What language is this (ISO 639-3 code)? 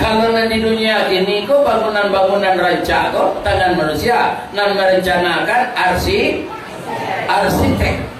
min